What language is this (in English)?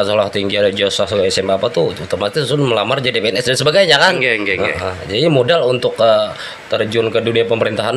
Banjar